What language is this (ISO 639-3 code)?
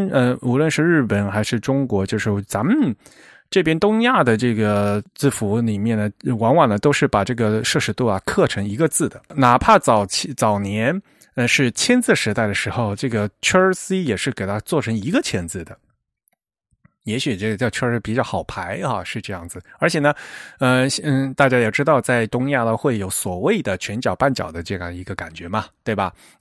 zho